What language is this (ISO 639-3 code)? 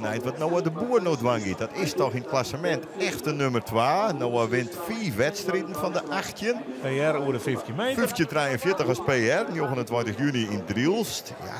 fry